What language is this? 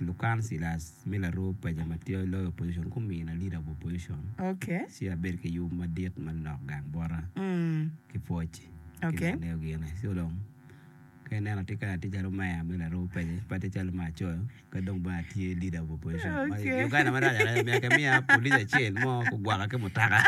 Acoli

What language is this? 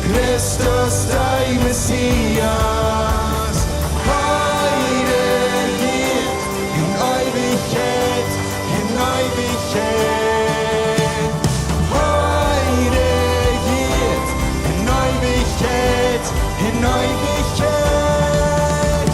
Plautdietsch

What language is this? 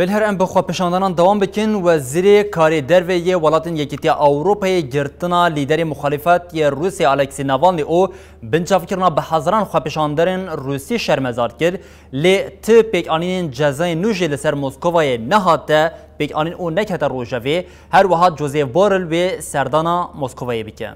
Kurdish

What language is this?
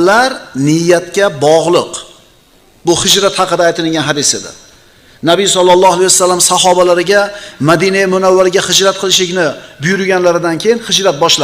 Uzbek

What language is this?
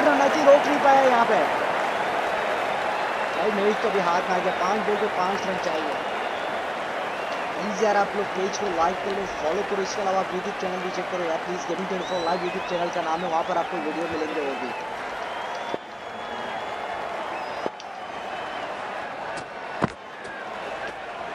Hindi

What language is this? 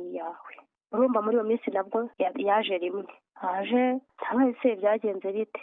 Kinyarwanda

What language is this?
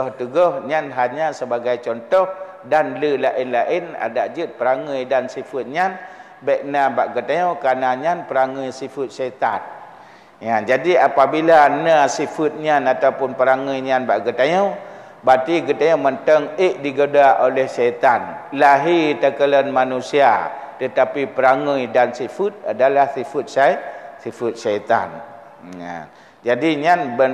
Achinese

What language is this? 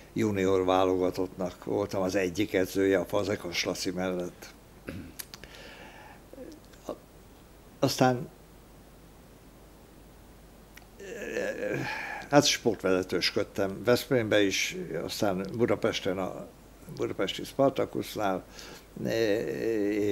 Hungarian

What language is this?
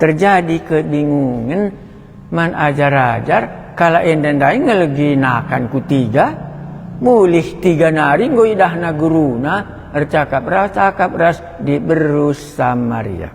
Batak Karo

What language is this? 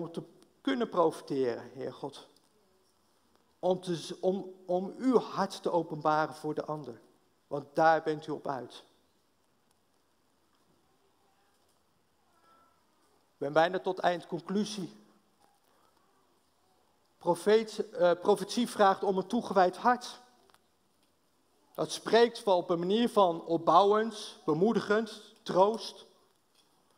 Dutch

